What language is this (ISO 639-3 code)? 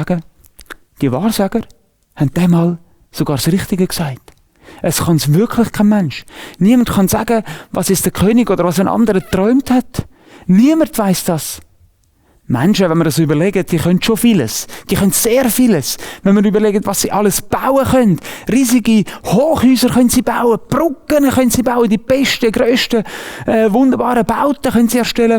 gsw